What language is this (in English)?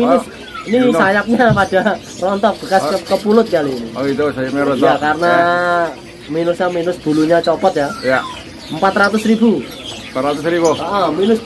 Indonesian